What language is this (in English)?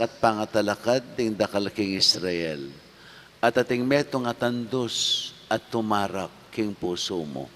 Pampanga